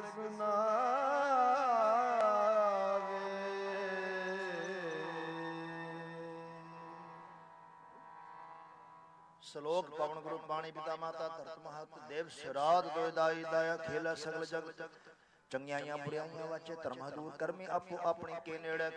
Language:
Punjabi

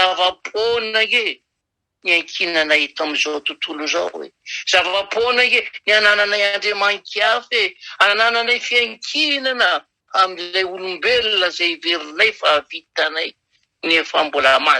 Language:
Malagasy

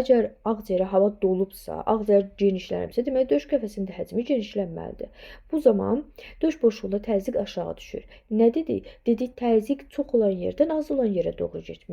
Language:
Azerbaijani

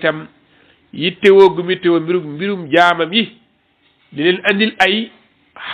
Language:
Wolof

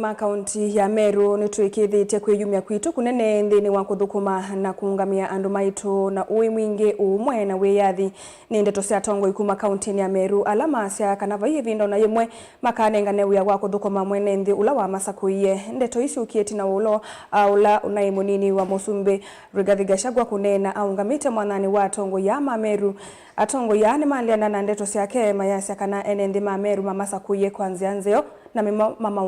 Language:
Kamba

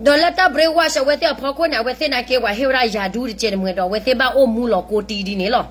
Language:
S'gaw Karen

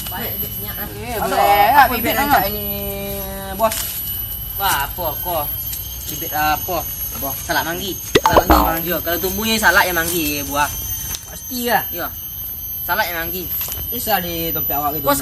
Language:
Minangkabau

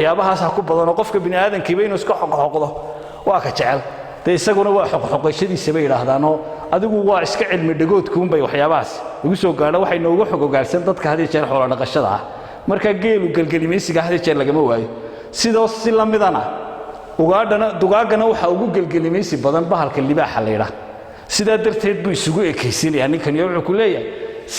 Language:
Somali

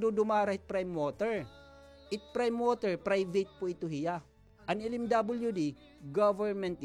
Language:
Waray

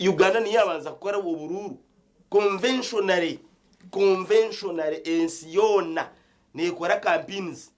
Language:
Nyankole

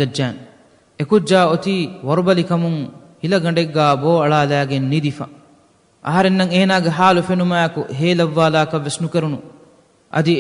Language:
Divehi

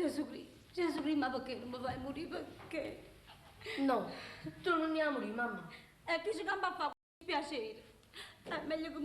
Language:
Neapolitan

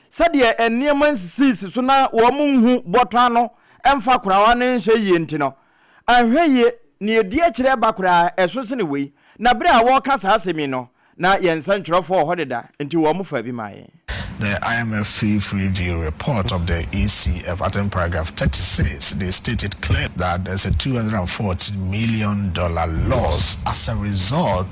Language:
Akan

